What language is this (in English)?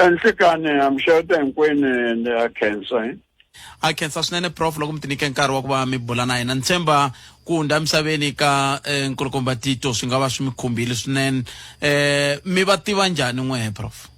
Tsonga